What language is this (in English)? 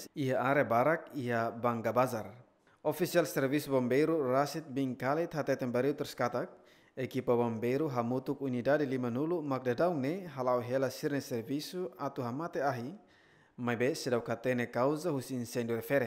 Tetum